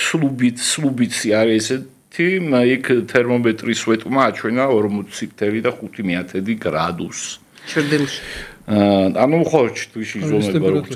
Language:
Georgian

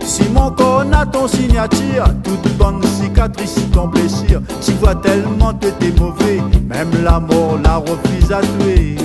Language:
Réunion Creole French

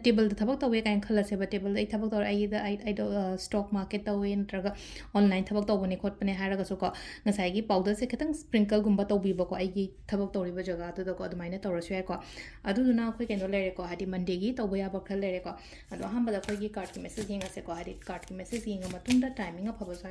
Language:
Manipuri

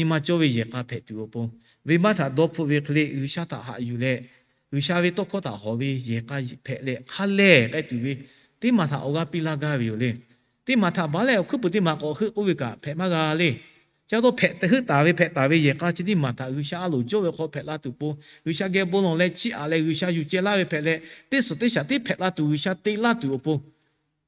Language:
Lahu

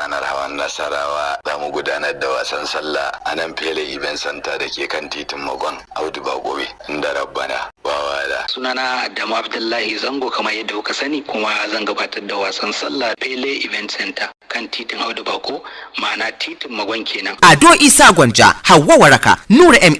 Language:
Hausa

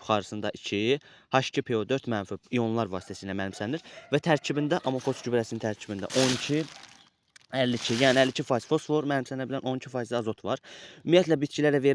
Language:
Azerbaijani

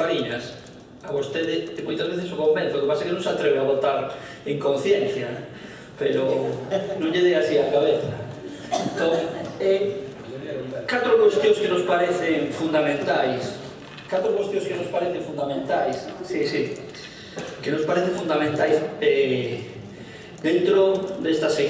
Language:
Galician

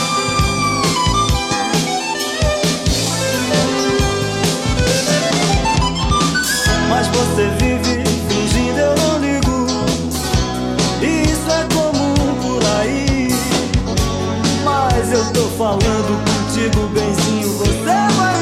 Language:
Portuguese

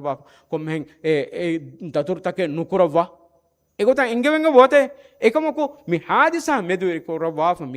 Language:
Divehi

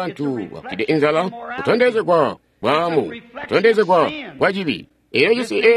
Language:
Tonga (Zambia)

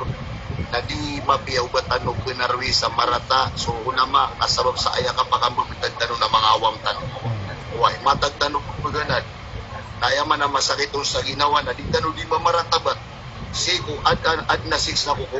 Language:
Maranao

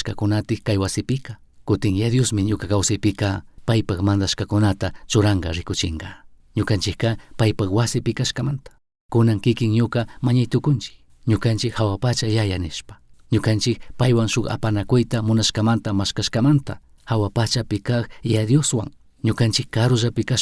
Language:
Chimborazo Highland Quichua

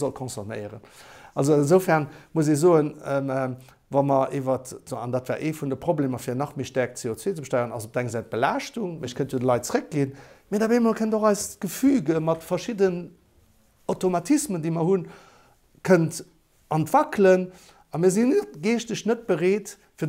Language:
Luxembourgish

